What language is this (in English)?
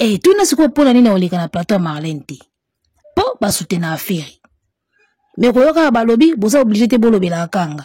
Lingala